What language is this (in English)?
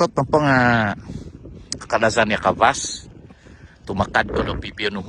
Central Dusun